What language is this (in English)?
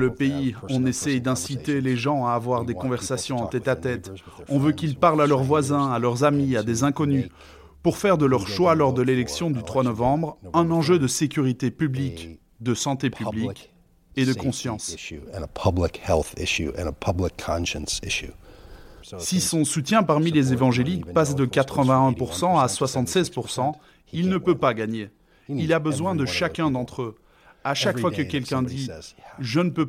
French